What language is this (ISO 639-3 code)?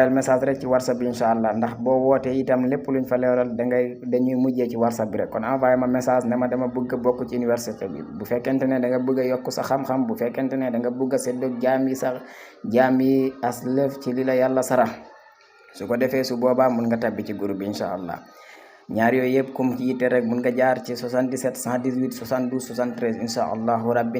wol